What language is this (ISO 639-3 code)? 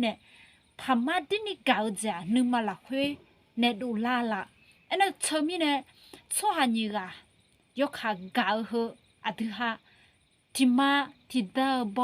ahk